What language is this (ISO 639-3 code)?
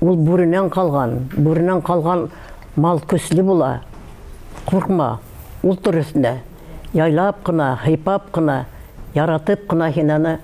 bak